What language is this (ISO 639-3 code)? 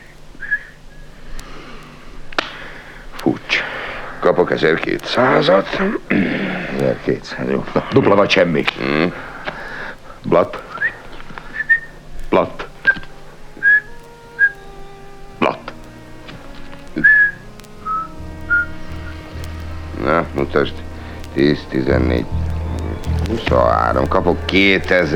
hun